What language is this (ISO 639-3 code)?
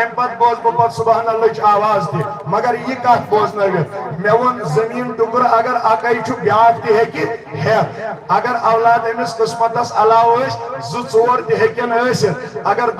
kas